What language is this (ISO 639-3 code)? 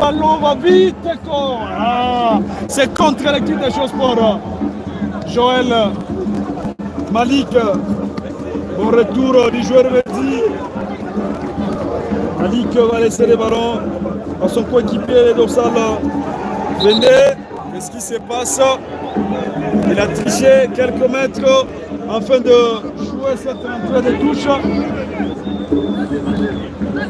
fra